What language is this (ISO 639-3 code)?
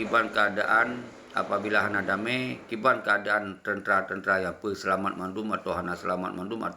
ace